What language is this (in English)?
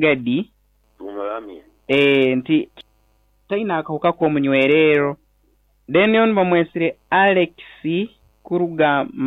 Nyoro